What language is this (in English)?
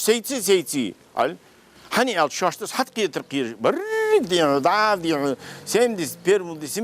Ingush